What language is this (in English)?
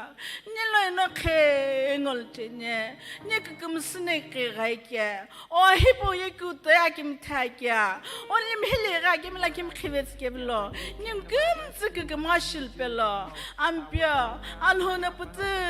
Sumi Naga